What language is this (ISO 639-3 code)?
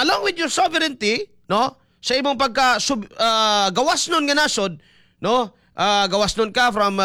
ceb